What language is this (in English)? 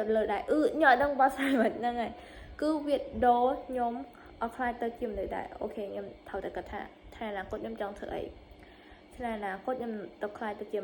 Khmer